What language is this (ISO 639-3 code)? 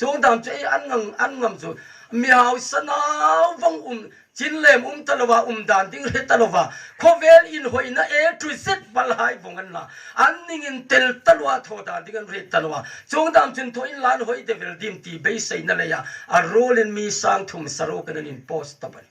hmr